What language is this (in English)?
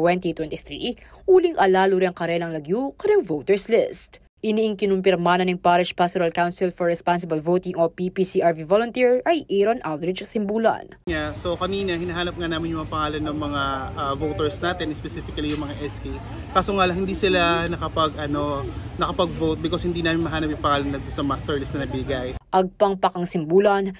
Pampanga